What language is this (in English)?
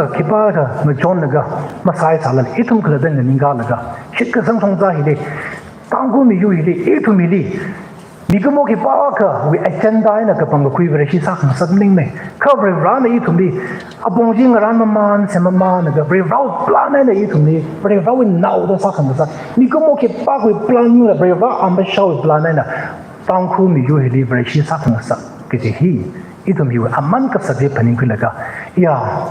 Tangkhul Naga (India)